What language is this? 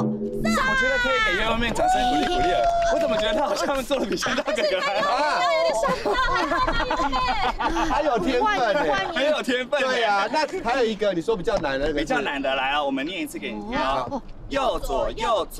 Chinese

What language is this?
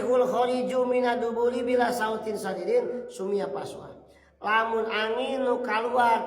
Sundanese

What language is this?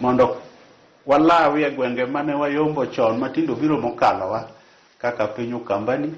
Luo (Kenya and Tanzania)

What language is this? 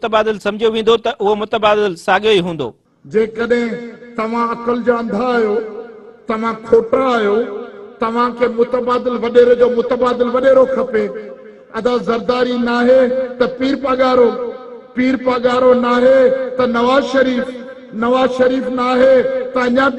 Sindhi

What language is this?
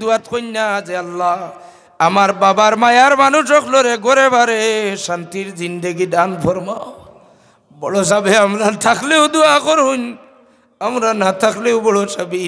Sylheti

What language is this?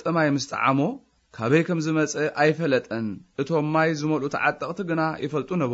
Tigrinya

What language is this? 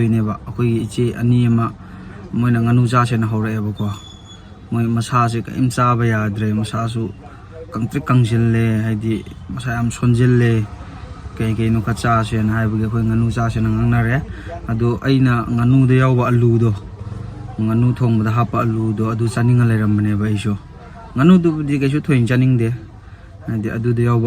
Manipuri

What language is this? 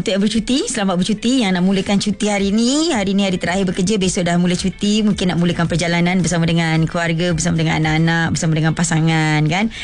Malay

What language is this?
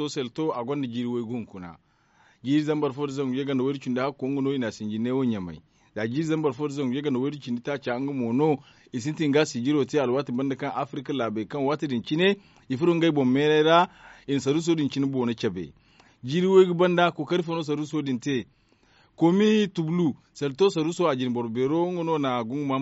Zarma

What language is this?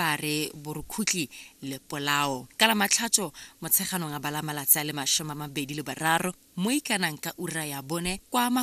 Tswana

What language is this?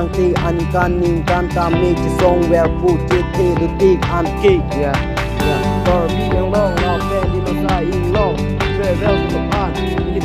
Karbi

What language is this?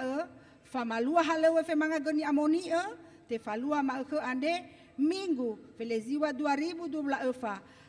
Nias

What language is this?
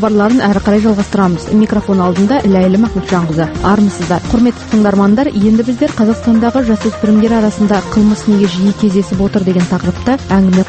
Kazakh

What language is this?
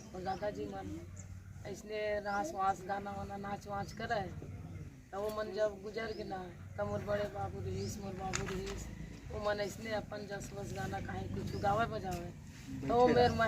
Chhattisgarhi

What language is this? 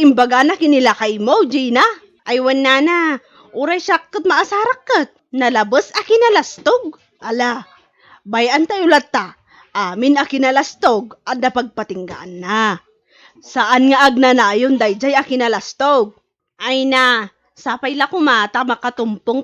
Iloko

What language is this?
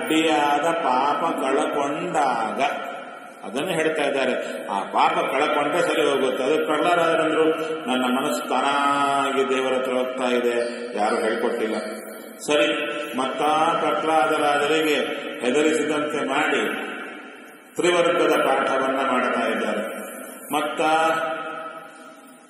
Kannada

